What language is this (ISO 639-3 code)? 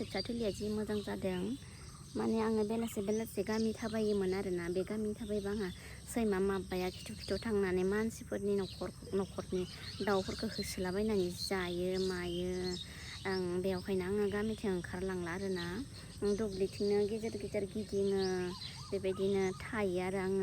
brx